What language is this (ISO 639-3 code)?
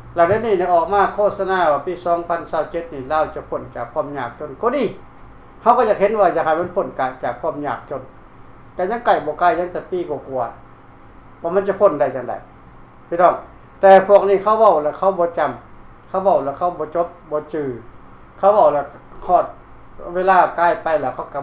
lao